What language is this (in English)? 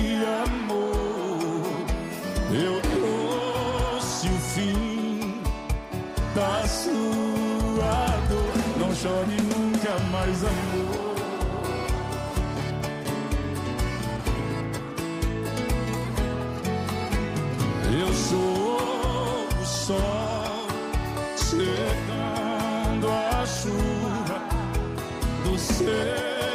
Portuguese